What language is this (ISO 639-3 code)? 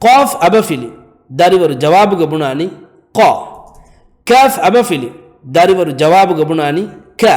div